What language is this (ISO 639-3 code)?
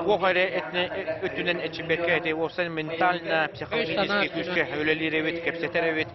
sah